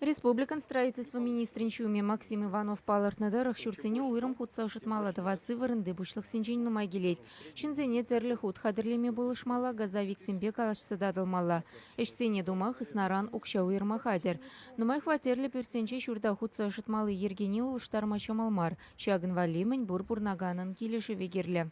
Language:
Chuvash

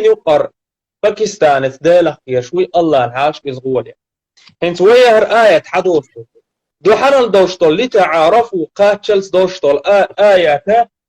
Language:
Chechen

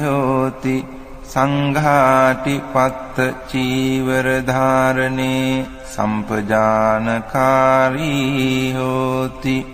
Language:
Pali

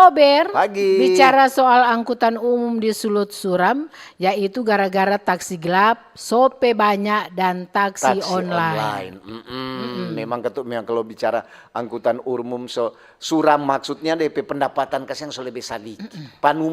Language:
Manado Malay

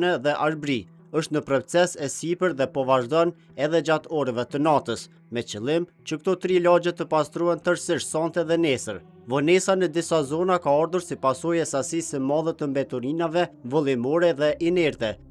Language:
Albanian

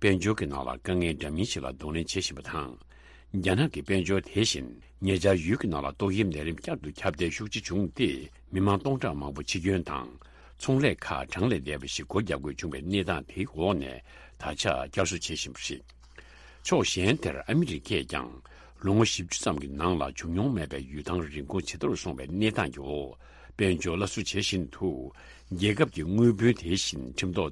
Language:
Tibetan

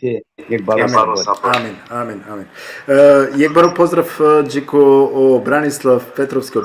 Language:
Balkan Romani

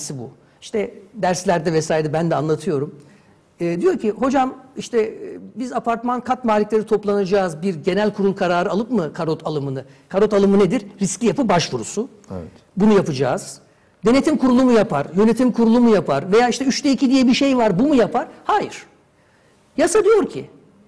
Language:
Turkish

